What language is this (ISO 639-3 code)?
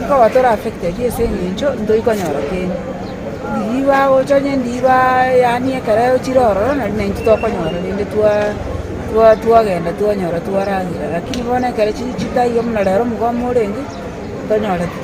guz